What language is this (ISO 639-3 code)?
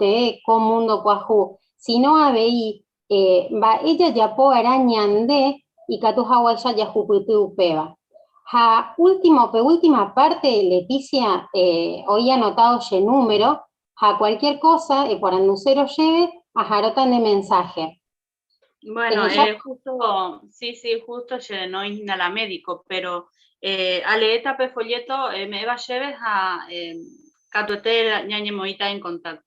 grn